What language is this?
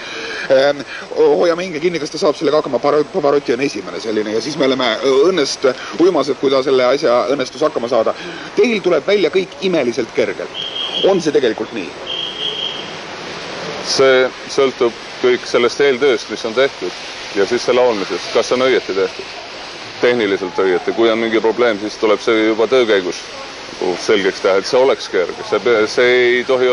Estonian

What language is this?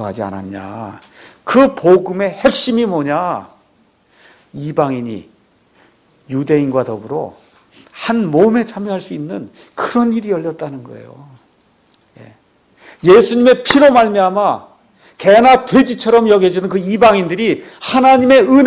Korean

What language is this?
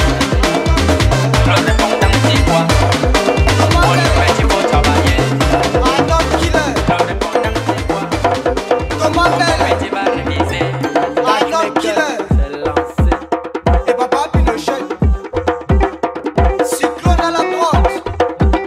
French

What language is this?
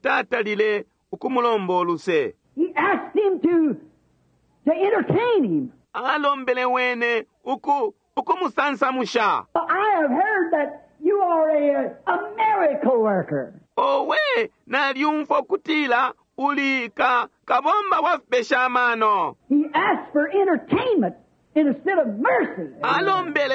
Bemba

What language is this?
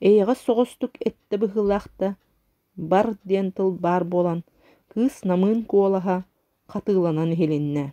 Yakut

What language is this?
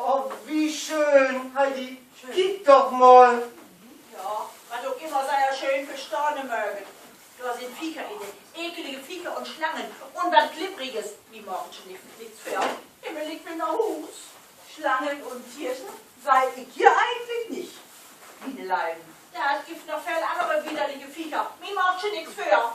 Low German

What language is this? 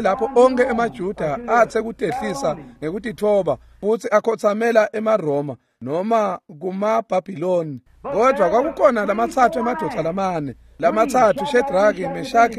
Swati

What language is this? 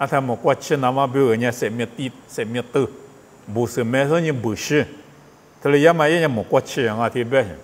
Lisu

